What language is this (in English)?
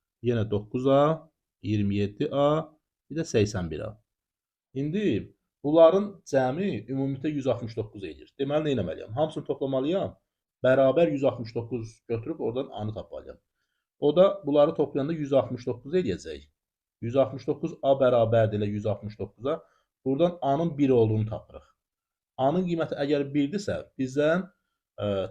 Azerbaijani